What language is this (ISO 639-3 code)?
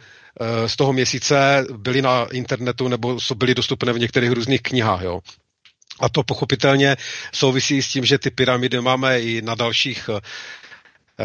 ces